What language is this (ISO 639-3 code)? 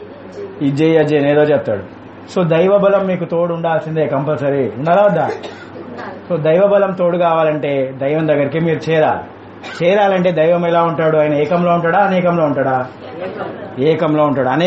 tel